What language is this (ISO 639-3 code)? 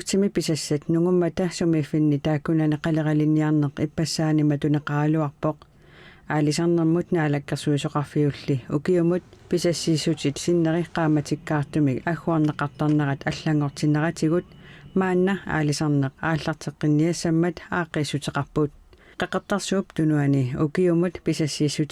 kal